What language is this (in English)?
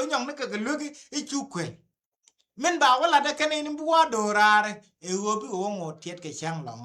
Nuer